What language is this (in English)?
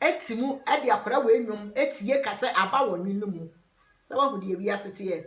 Akan